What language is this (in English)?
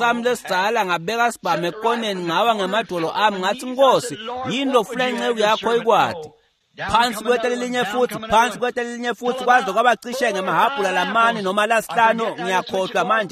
Swati